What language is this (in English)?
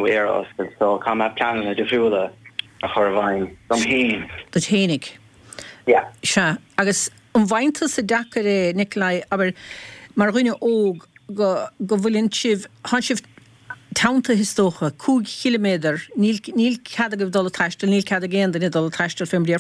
Irish